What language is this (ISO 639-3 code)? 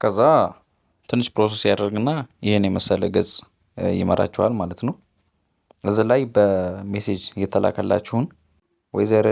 amh